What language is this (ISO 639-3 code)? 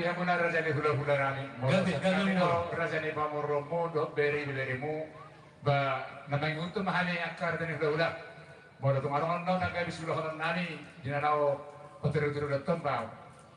bbc